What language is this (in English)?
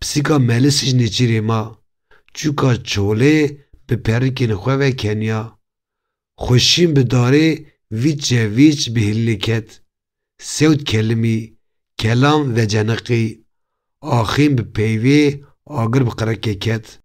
Kurdish